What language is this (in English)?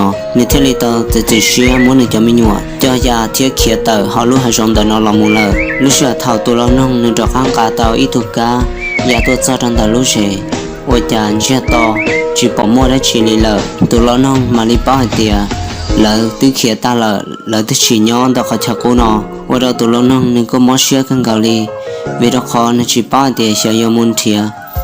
Hmong